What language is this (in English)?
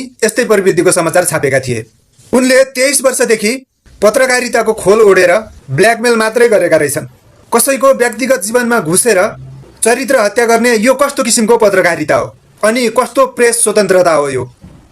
Nepali